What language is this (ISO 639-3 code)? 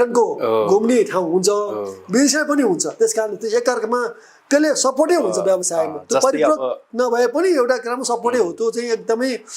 nep